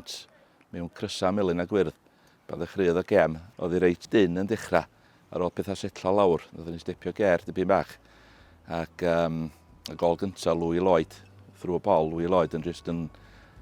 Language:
Welsh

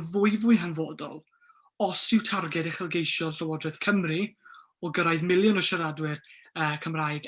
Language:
Welsh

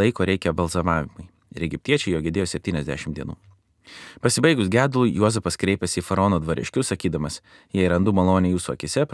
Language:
Lithuanian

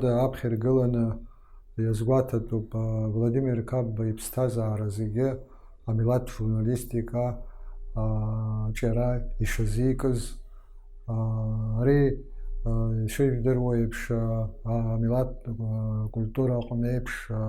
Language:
Abkhazian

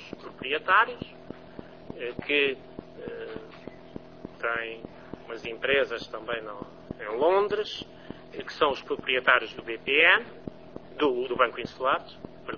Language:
Portuguese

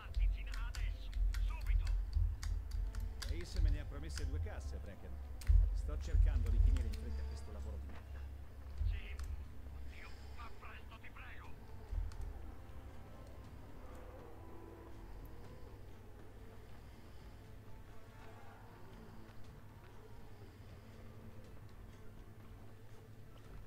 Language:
Italian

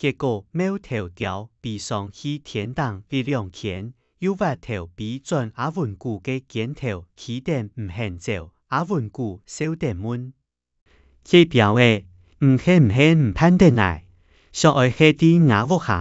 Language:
Hakka Chinese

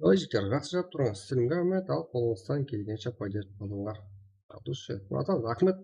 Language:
Kara-Kalpak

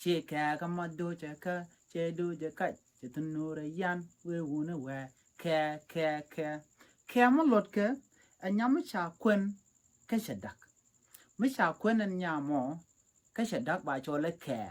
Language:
Nuer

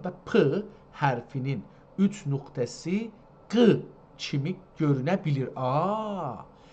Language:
South Azerbaijani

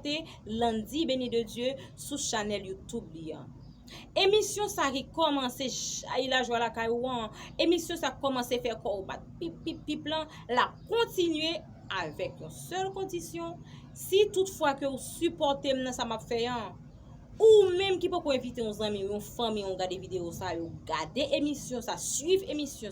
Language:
Haitian Creole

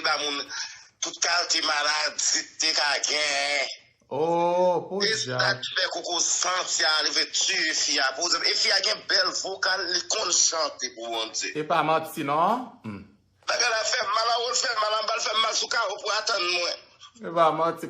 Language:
Haitian Creole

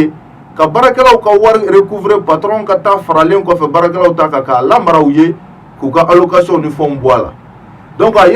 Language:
Bambara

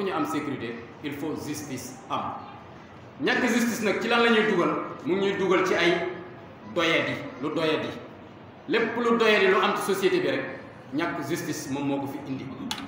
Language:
Wolof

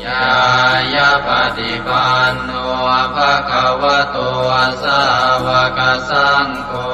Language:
Pali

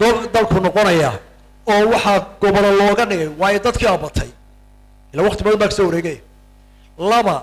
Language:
Somali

